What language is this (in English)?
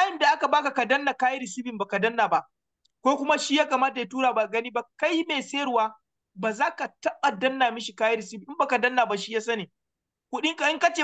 Hausa